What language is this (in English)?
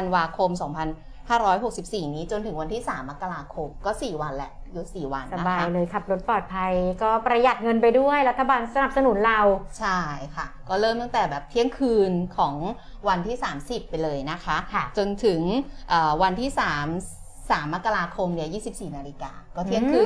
Thai